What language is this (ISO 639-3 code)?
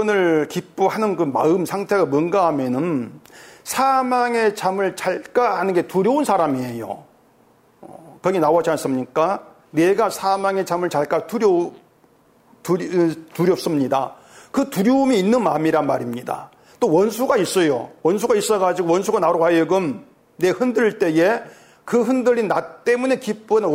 kor